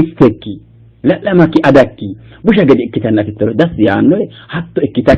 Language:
Sidamo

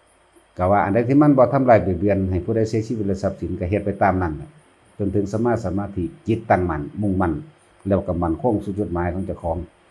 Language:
Northeastern Thai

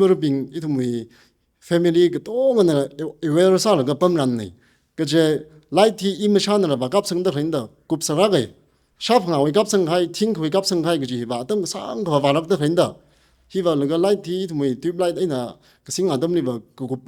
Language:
Tangkhul Naga (India)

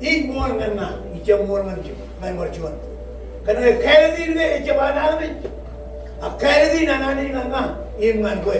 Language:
Marshallese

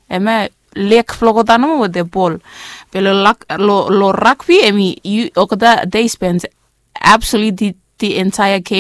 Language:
Bislama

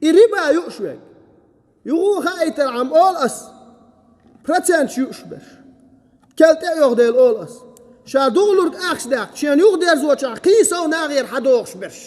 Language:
Chechen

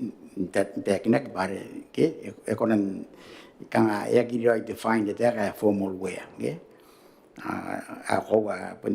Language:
Gilbertese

